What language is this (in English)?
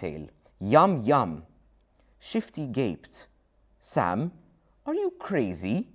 English